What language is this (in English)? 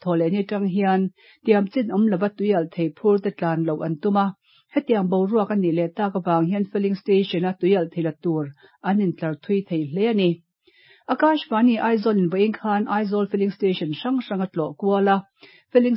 Mizo